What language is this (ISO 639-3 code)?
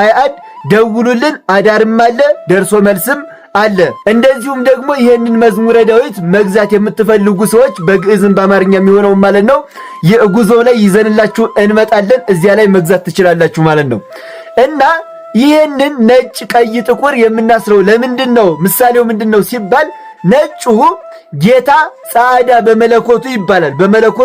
amh